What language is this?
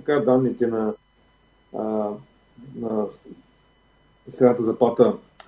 Bulgarian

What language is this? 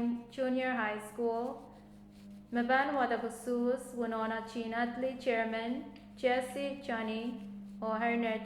Pohnpeian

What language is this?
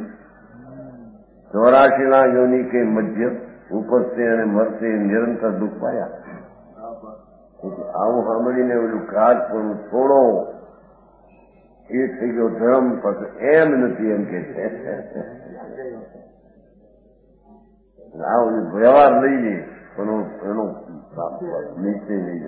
Gujarati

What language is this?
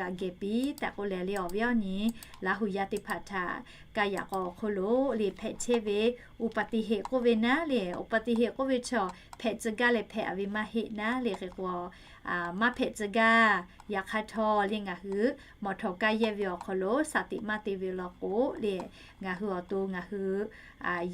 Lahu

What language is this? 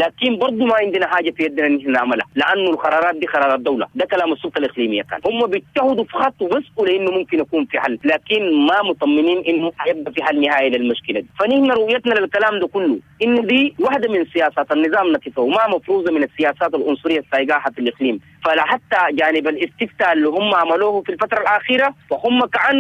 Sudanese Arabic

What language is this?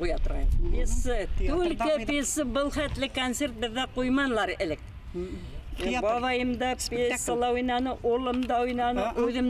Bashkir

